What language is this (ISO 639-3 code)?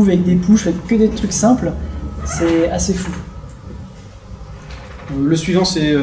fra